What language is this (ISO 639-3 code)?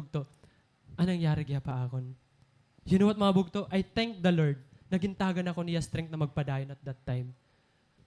war